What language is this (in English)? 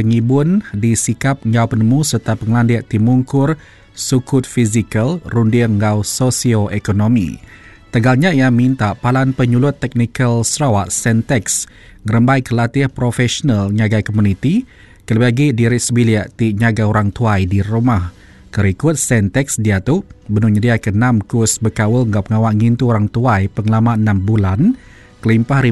Iban